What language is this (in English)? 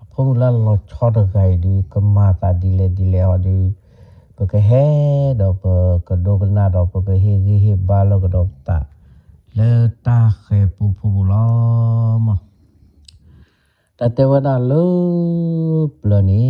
S'gaw Karen